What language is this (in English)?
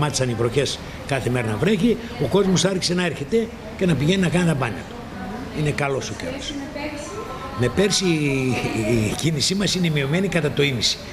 Greek